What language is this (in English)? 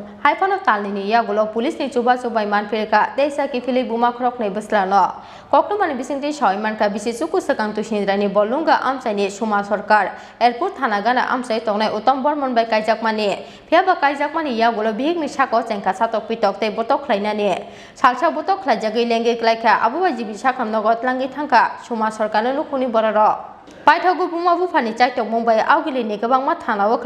Kok Borok